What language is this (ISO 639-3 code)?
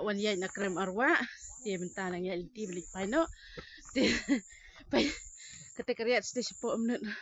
kha